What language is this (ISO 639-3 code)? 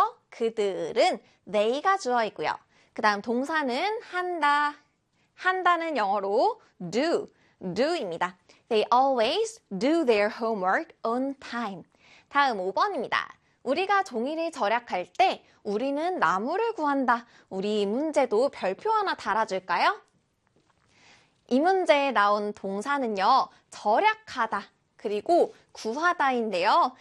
kor